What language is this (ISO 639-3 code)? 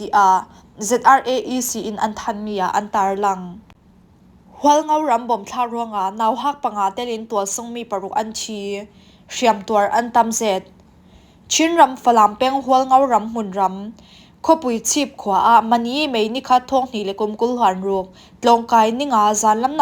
cfm